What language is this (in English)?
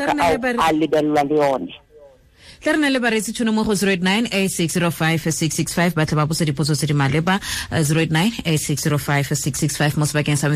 Tswana